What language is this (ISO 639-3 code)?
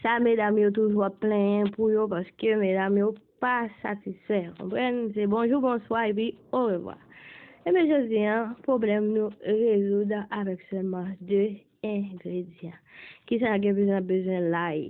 hat